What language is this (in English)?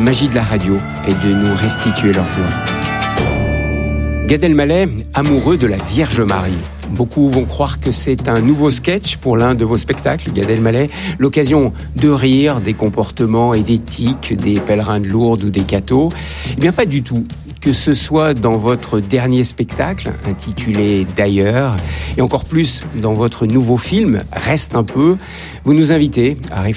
French